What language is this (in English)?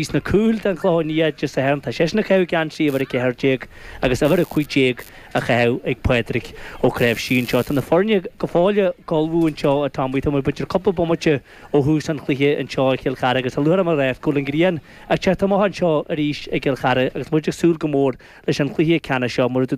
Irish